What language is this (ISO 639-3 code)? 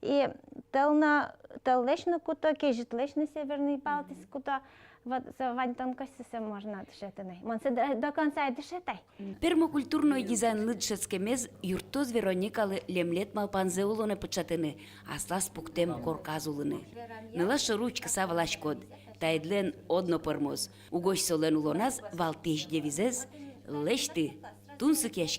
udm